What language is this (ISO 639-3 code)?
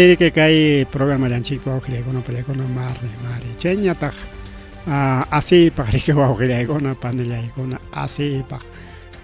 quy